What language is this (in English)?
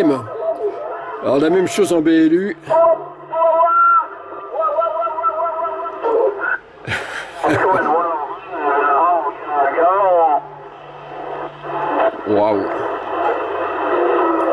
French